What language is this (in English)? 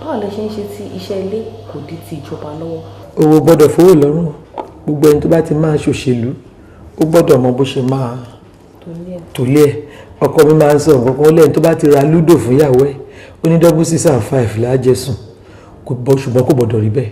Yoruba